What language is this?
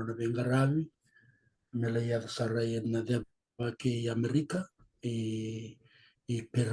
Fijian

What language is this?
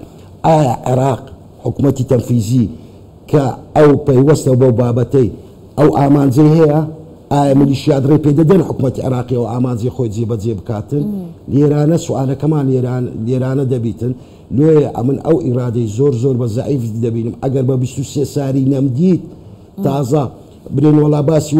Central Kurdish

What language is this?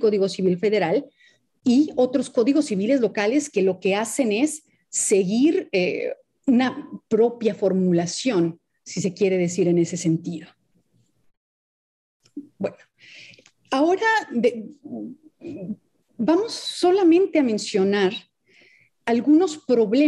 Spanish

